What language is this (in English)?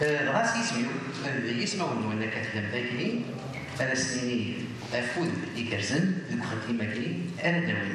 Kabyle